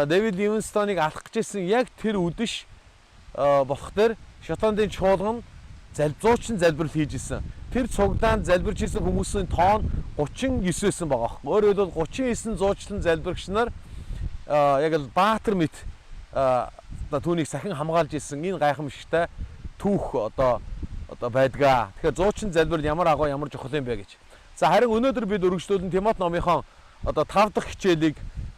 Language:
Mongolian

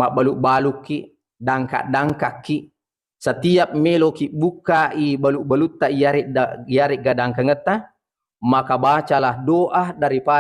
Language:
Buginese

